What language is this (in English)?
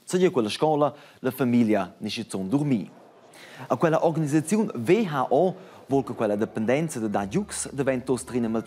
Romansh